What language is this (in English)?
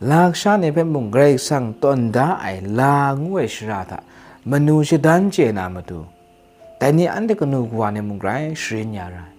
Kachin